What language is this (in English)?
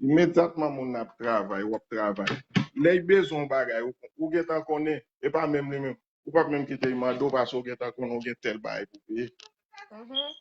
Haitian Creole